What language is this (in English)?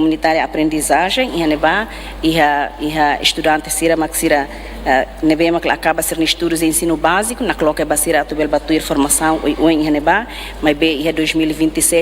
Tetum